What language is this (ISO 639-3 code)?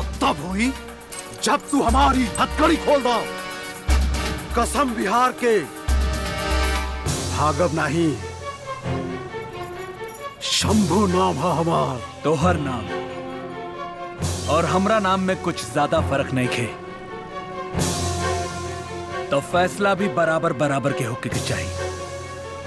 bho